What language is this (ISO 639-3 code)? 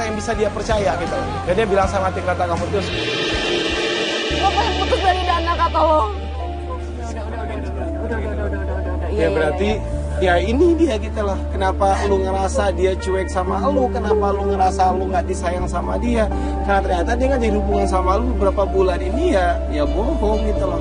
ind